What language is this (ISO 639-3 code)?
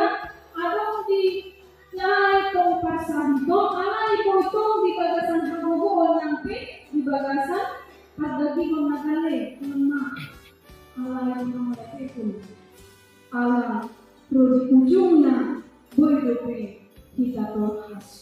bbc